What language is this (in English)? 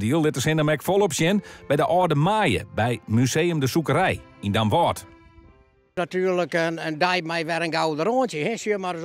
Western Frisian